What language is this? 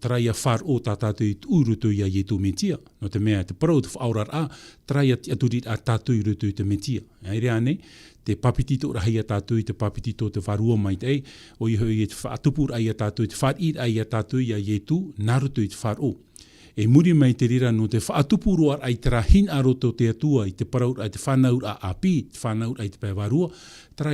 Tahitian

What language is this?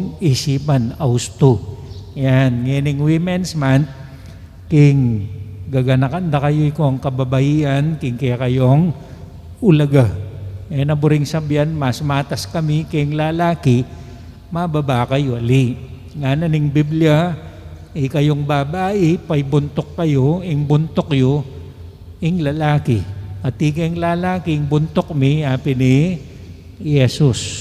Pampanga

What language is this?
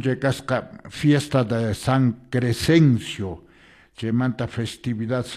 Quechua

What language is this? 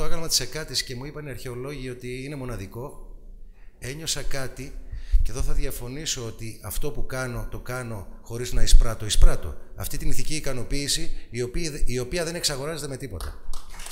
Greek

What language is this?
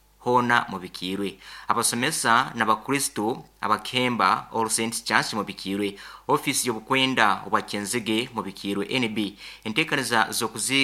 Nyankole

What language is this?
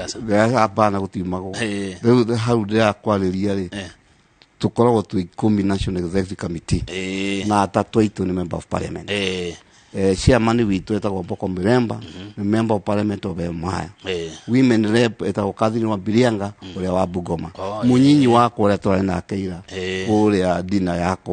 Kikuyu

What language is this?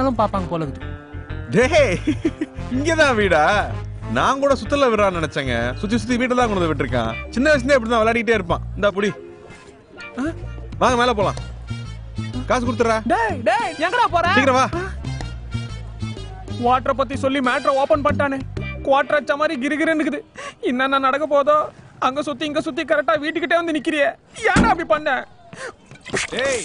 Tamil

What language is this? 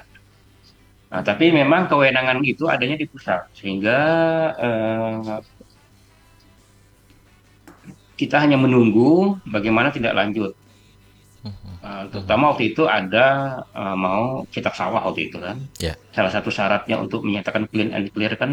Indonesian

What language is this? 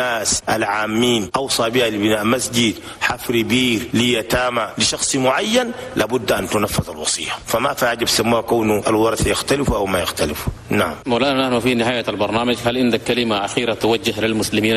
Chadian Arabic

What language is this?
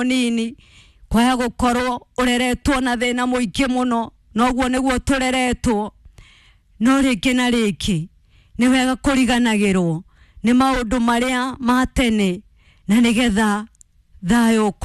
Kikuyu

